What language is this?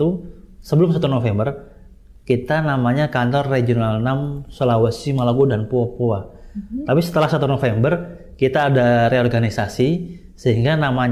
Indonesian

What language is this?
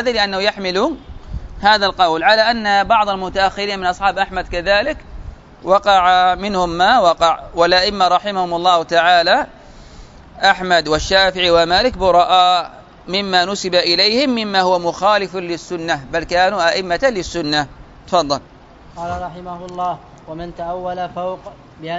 Arabic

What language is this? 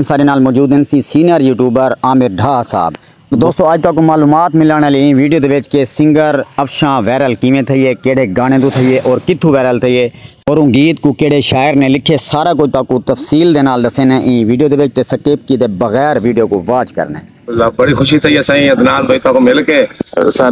Saraiki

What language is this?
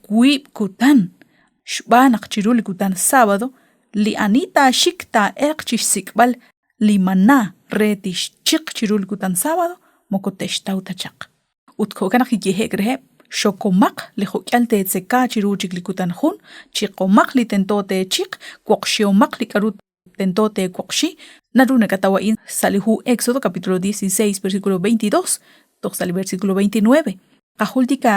Kekchí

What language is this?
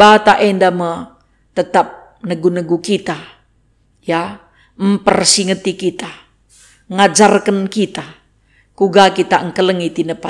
Batak Karo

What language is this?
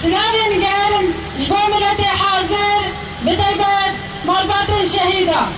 Kurdish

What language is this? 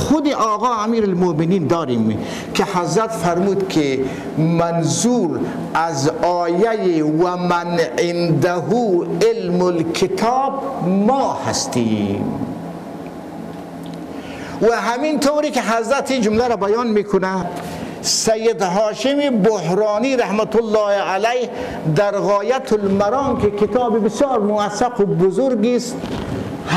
Persian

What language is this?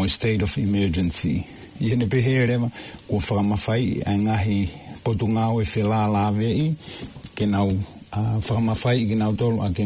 Tongan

